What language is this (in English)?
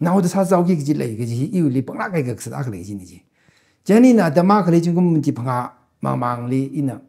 Tangkhul Naga (India)